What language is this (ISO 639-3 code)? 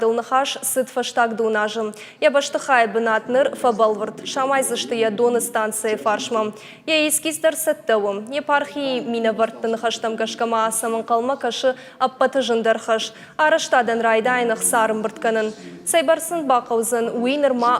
oss